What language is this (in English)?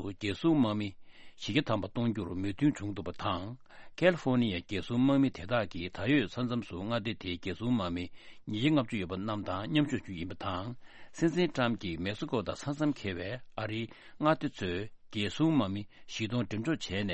Tibetan